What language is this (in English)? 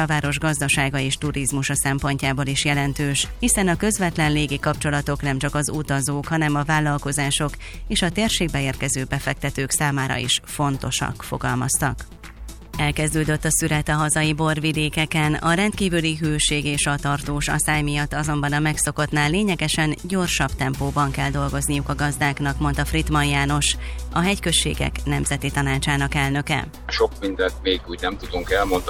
Hungarian